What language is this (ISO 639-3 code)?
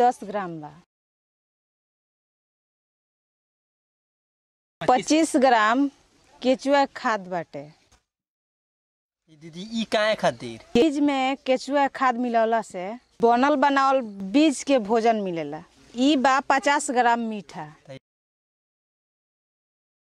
bho